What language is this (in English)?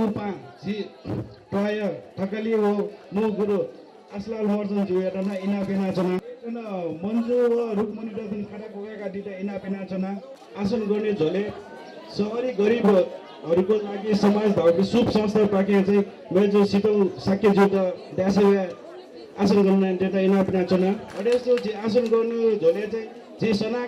Newari